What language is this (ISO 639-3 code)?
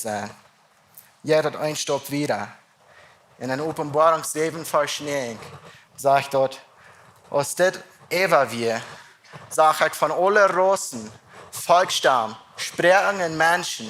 pdt